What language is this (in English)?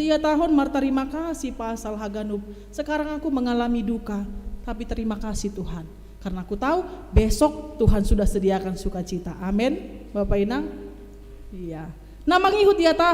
Batak Simalungun